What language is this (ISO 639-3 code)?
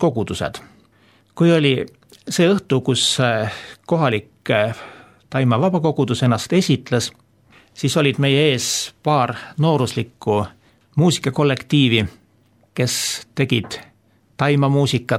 est